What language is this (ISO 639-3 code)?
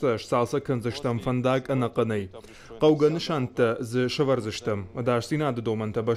oss